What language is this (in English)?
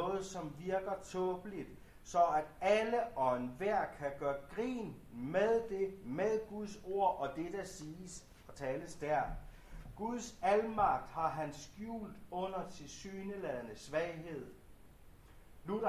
Danish